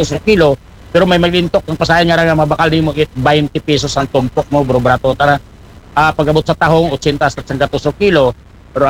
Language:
Aklanon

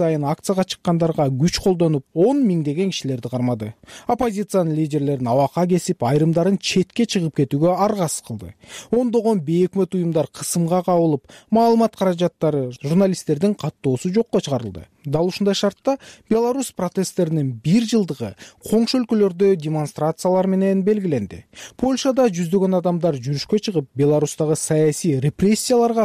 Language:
Kyrgyz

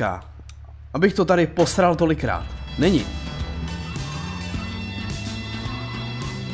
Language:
Czech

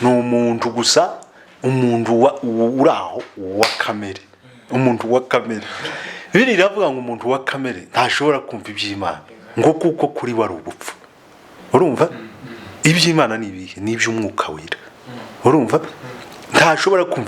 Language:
Kinyarwanda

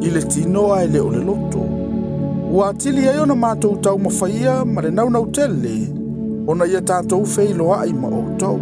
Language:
Samoan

